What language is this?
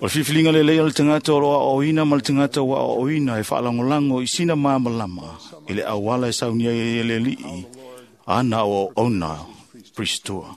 Samoan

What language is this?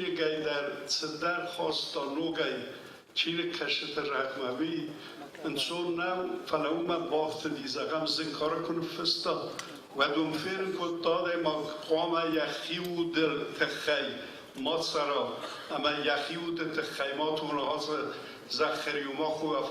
Ossetic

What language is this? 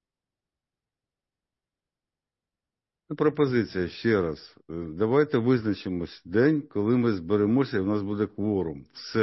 Ukrainian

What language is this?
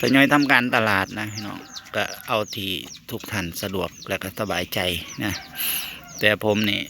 Northeastern Thai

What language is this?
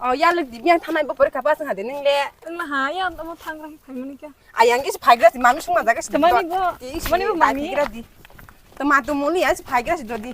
Kok Borok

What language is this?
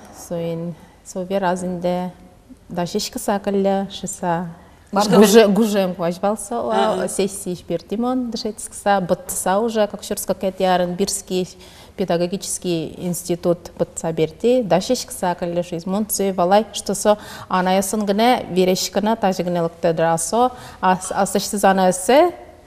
Udmurt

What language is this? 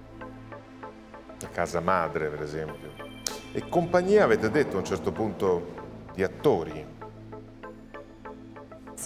Italian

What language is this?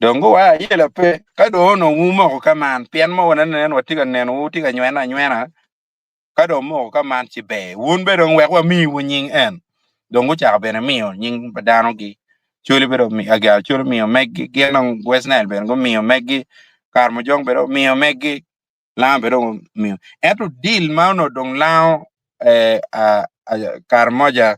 Acoli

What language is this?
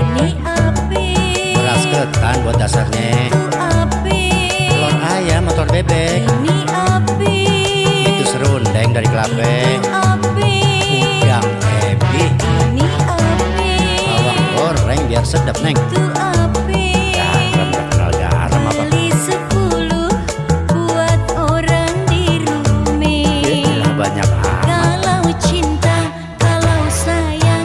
Betawi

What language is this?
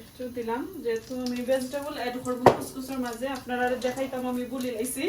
Sylheti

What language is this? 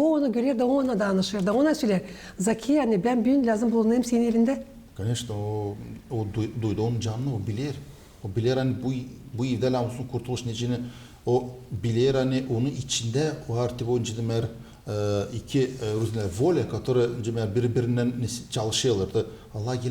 Gagauz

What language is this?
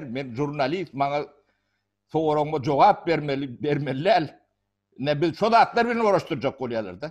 Turkmen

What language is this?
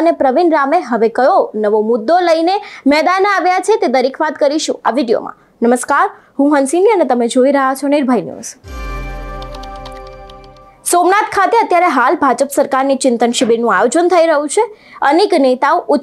Gujarati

